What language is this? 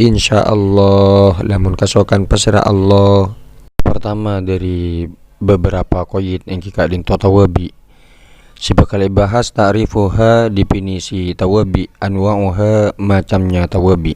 Madurese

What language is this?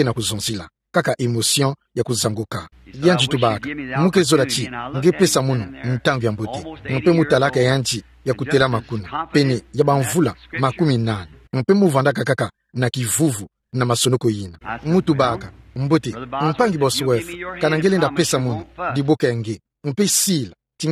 Kituba (Democratic Republic of Congo)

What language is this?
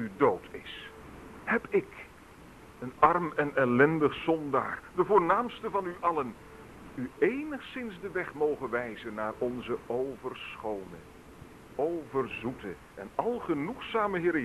Dutch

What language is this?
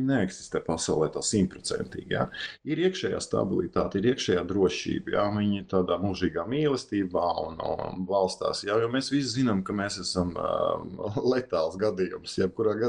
Latvian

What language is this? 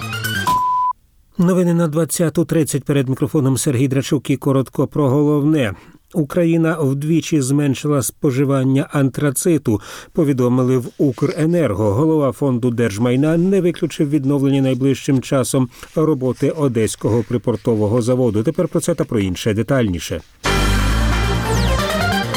Ukrainian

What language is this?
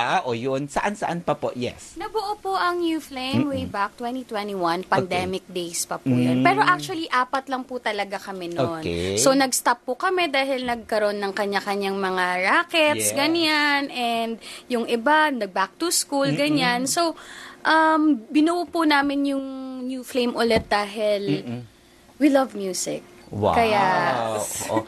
Filipino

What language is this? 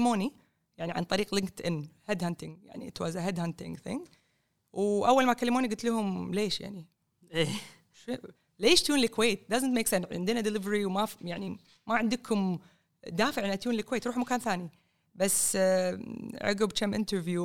Gulf Arabic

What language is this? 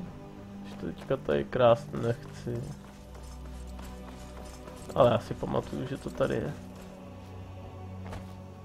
Czech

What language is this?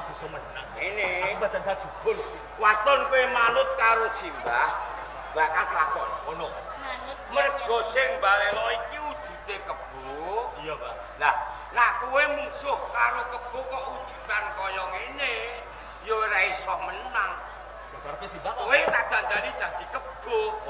Javanese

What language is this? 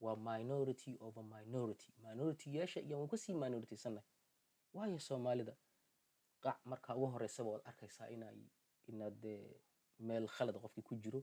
Somali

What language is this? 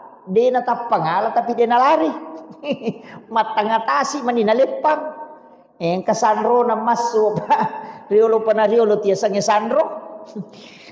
Buginese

